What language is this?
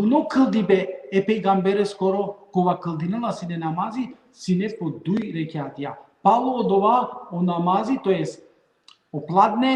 Balkan Romani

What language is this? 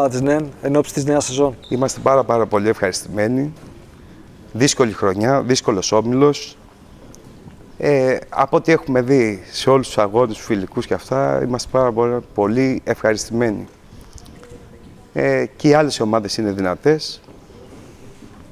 Greek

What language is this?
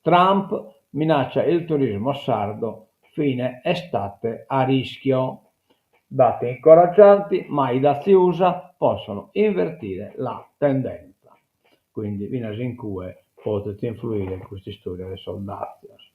Sardinian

